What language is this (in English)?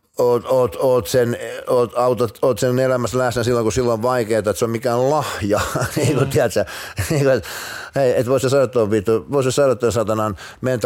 Finnish